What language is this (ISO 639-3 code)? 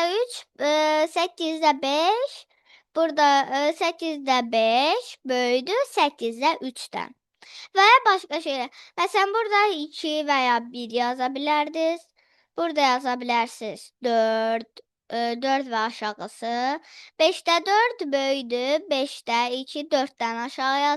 aze